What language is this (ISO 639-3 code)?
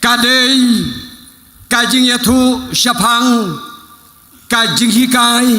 kha